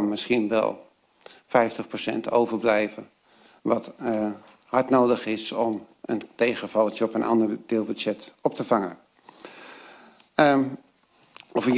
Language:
Dutch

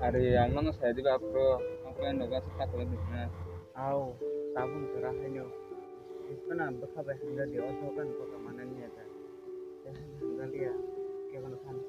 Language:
Kok Borok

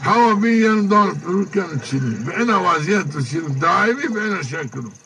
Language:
Zaza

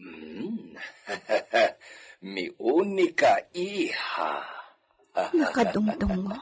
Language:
Iloko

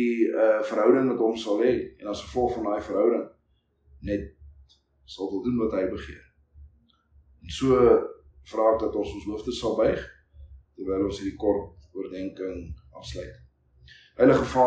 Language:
Afrikaans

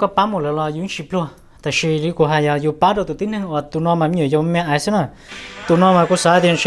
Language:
Hmong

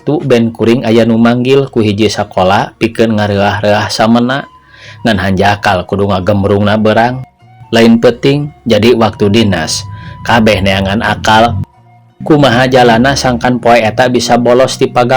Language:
Sundanese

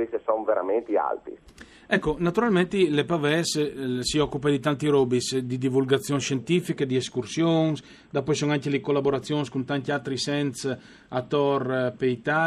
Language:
Friulian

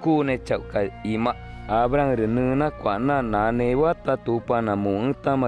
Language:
Ticuna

